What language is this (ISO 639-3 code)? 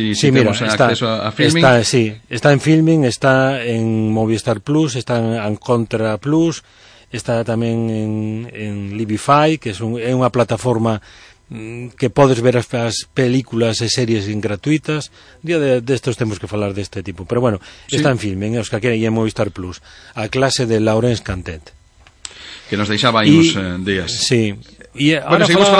glg